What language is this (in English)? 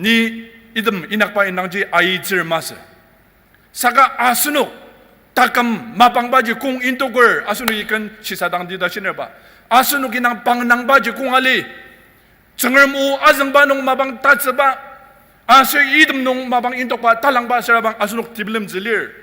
Ao Naga